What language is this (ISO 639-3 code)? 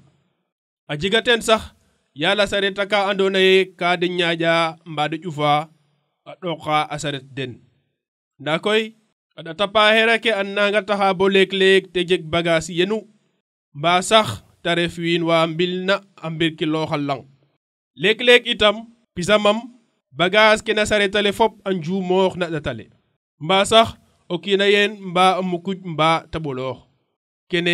srr